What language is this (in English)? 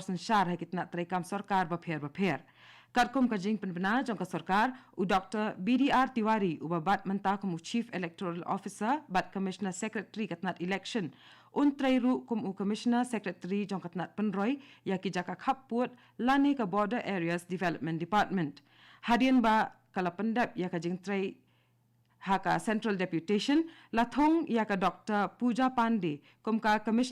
Khasi